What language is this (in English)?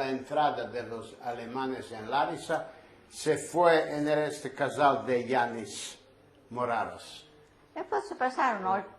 Ladino